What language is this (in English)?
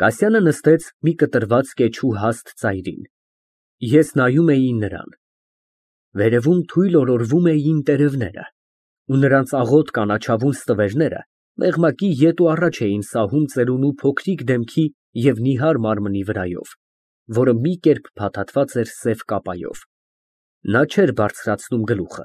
Armenian